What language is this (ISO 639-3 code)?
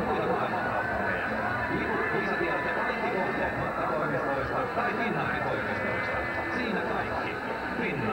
fin